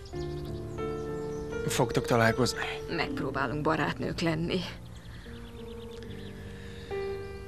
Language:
Hungarian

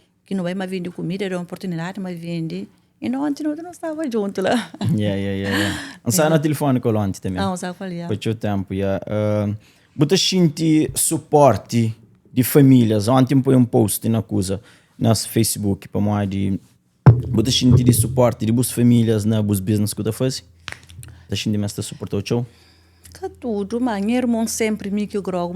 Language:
Kabuverdianu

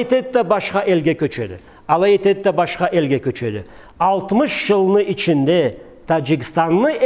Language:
Karachay-Balkar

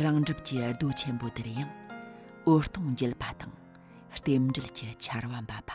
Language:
Tibetan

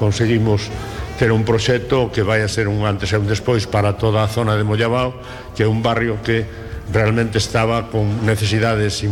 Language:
Galician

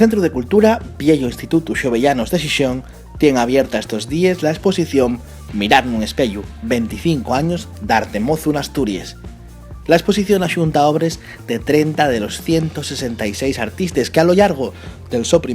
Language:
Asturian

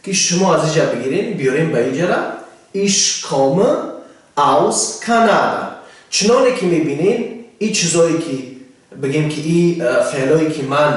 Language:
Tajik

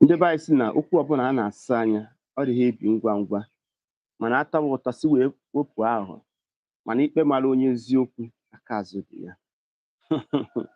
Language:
Igbo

